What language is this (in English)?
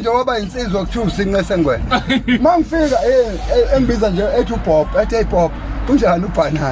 Zulu